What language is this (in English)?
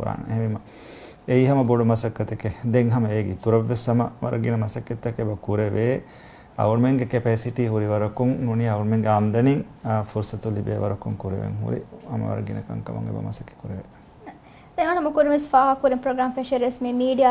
Divehi